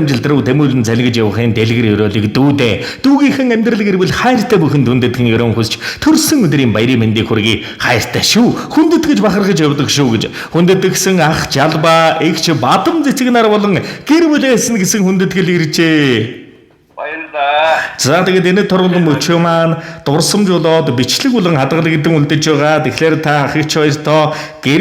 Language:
Mongolian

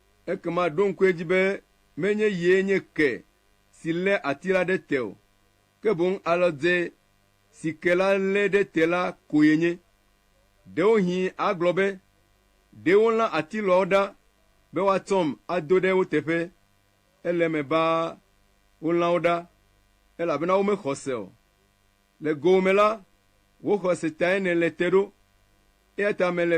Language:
Ewe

